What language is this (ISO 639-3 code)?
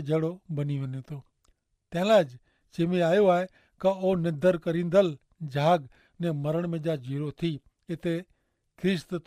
kfr